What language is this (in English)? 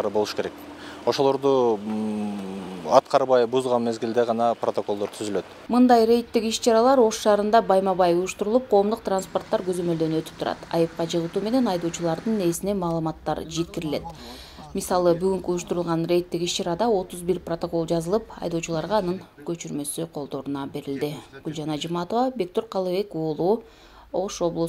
Kyrgyz